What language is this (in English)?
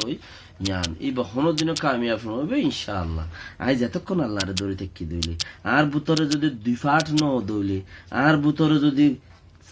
Rohingya